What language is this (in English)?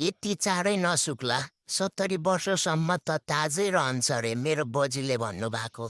Nepali